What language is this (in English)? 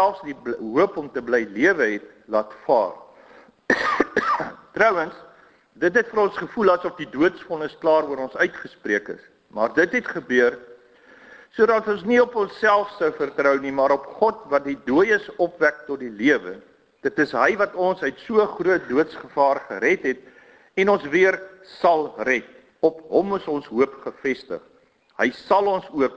Afrikaans